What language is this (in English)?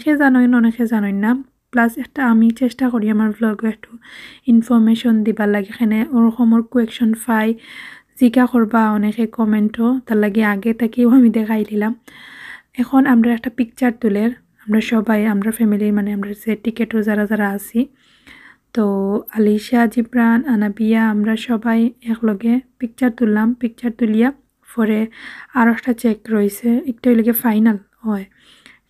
Sylheti